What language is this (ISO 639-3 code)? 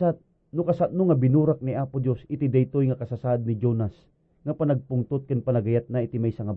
ilo